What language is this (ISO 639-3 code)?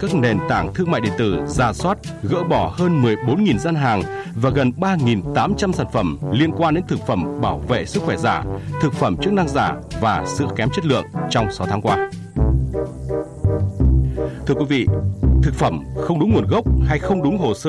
vie